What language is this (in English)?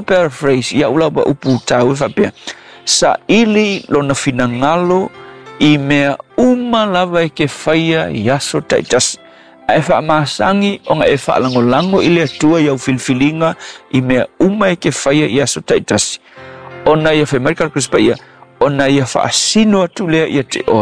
Samoan